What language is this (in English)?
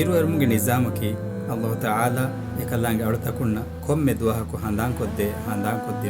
Divehi